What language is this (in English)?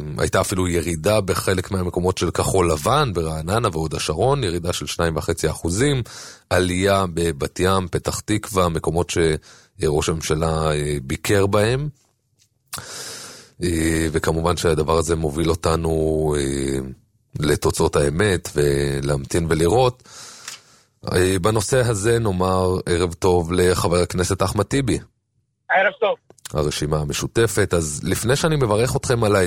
Hebrew